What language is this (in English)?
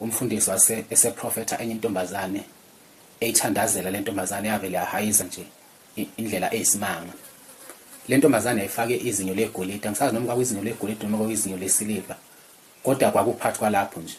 Zulu